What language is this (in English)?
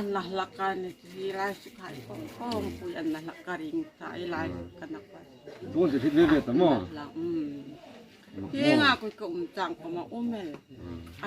Hmar